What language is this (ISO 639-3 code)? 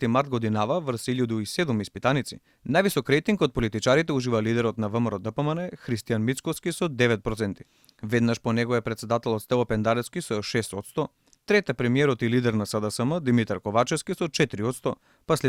mkd